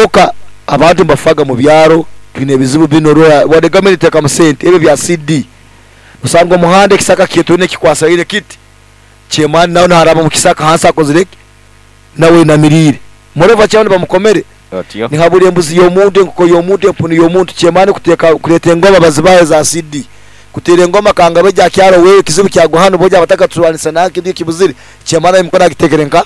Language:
Nyankole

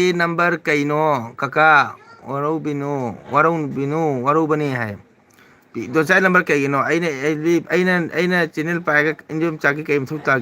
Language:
Manipuri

